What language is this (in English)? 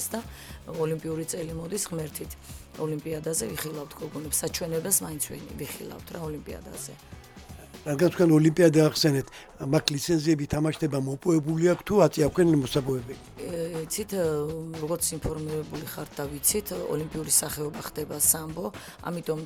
Georgian